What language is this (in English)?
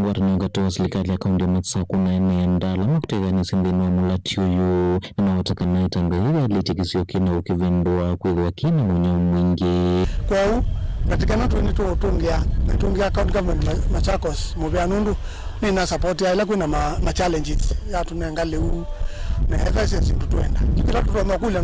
Kamba